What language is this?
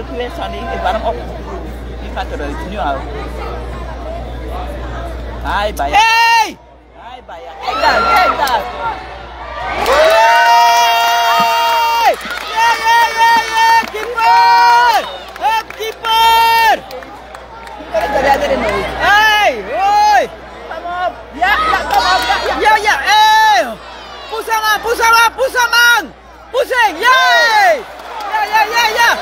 Dutch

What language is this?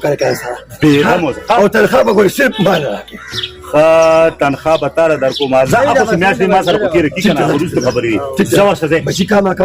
Pashto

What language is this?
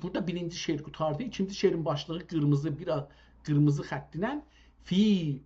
South Azerbaijani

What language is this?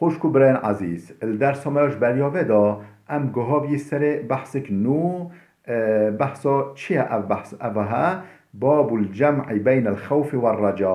Kurdish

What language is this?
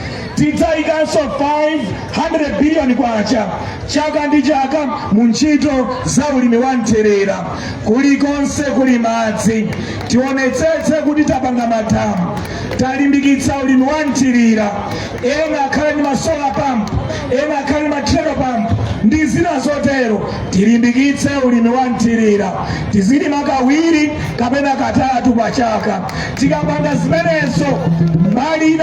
Nyanja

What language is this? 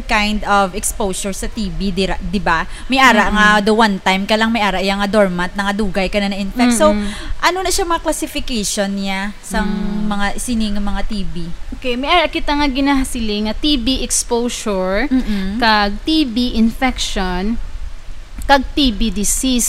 Hiligaynon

